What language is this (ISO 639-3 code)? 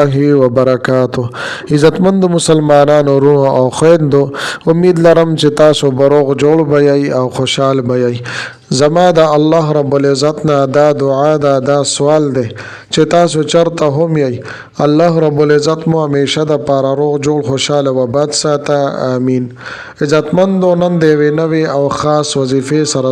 pus